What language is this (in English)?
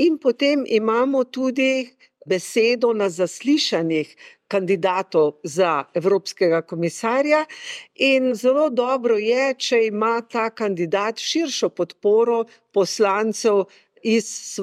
Slovenian